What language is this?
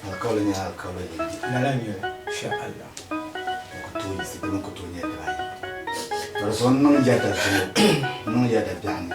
Dagbani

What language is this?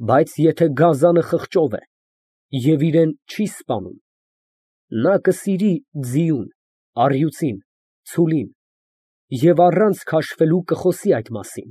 Armenian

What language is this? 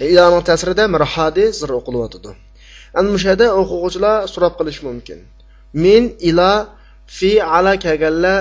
Uyghur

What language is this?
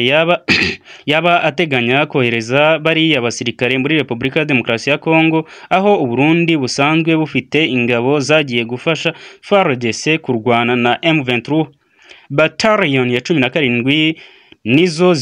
Kinyarwanda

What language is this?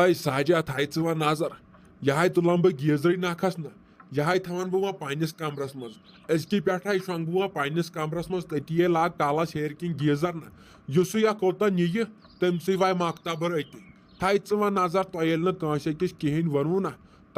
Kashmiri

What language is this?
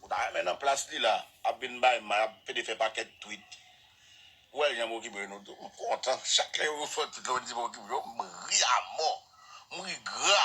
Haitian Creole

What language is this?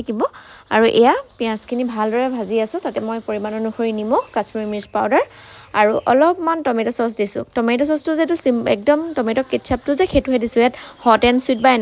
Assamese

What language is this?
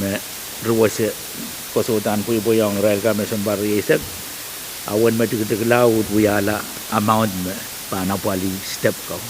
Pohnpeian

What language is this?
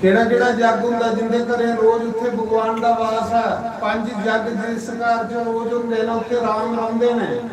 Dogri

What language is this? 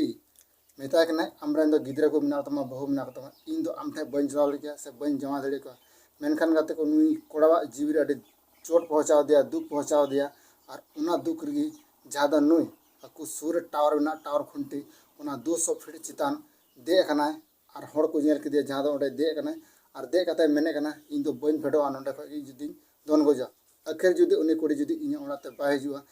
Santali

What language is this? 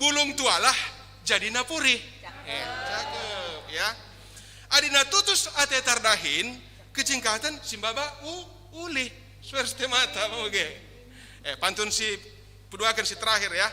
Batak Karo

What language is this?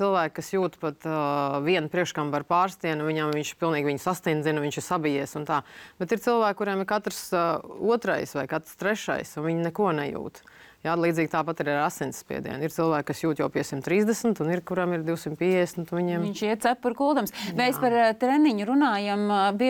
Latvian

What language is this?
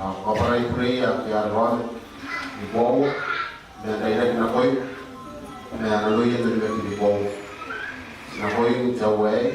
Gilbertese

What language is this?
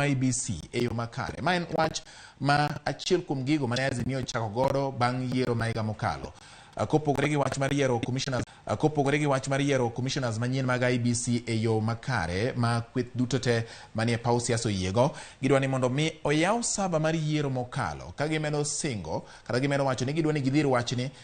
Luo (Kenya and Tanzania)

